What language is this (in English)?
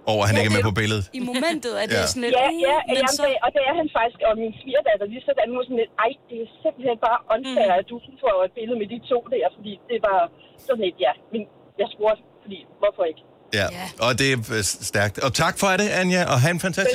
Danish